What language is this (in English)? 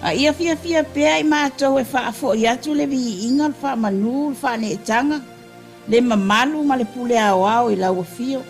Samoan